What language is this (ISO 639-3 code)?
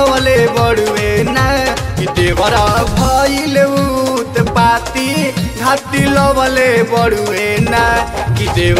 bho